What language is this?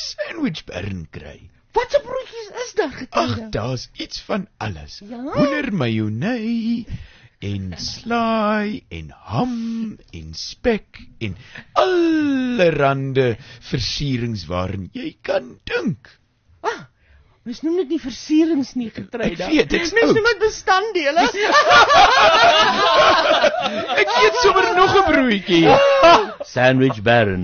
Afrikaans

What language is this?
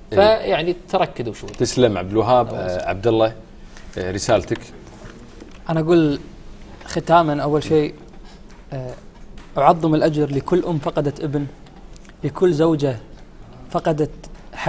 Gulf Arabic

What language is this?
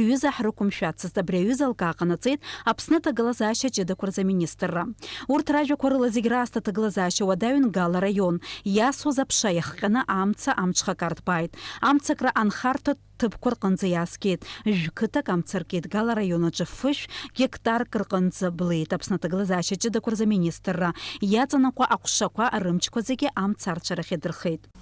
Abkhazian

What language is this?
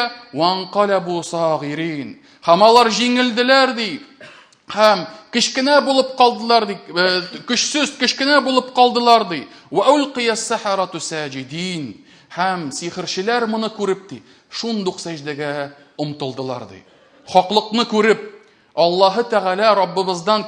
Tatar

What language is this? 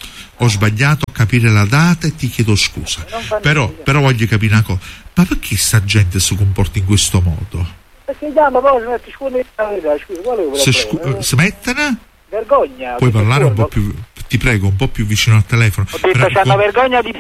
Italian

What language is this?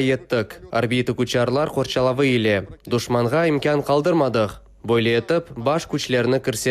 Crimean Tatar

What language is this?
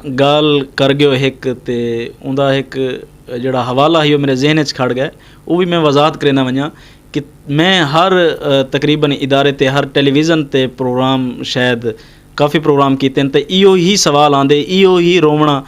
Saraiki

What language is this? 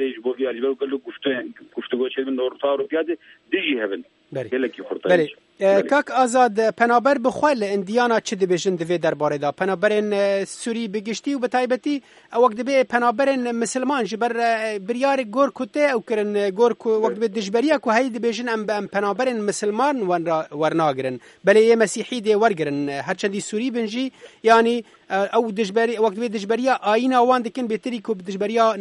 Kurdish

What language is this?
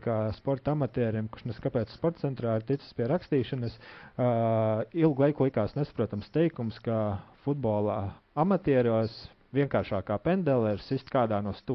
Latvian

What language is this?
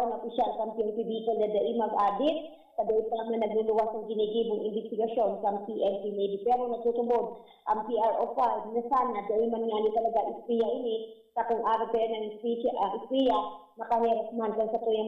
Bikol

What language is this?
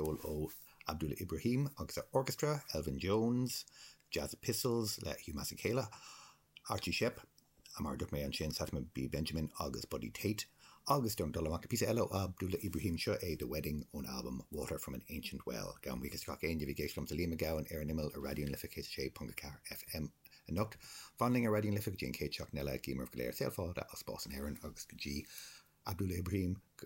Irish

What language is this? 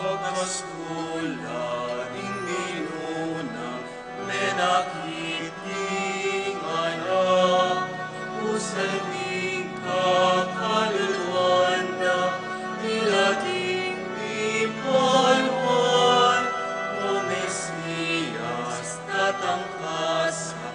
Pampanga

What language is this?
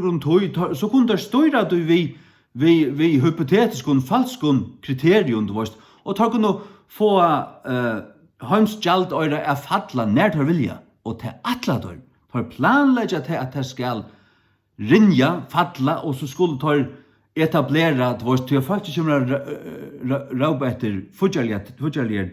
Faroese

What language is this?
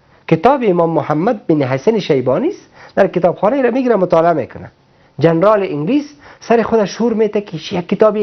Persian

